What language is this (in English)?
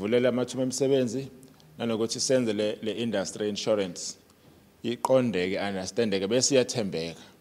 Zulu